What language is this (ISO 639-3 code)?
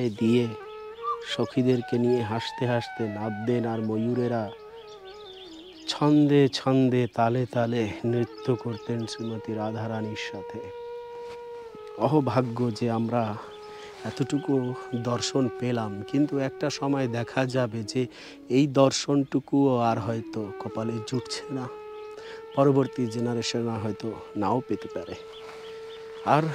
ben